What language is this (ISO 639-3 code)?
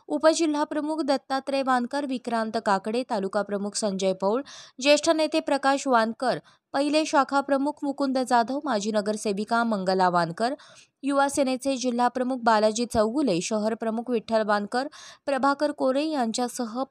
mar